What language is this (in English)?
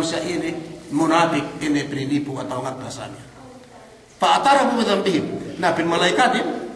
Yakan